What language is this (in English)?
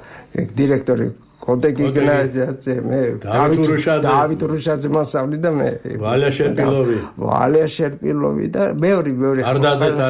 Georgian